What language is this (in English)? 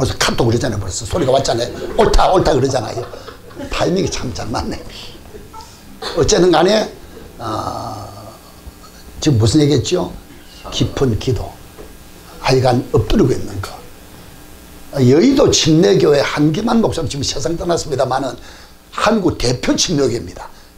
Korean